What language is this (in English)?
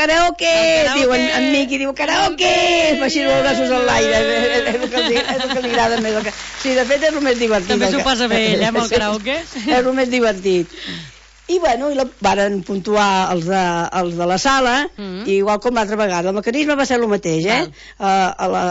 Catalan